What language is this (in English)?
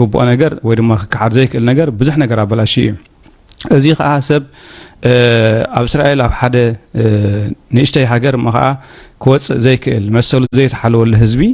Tigrinya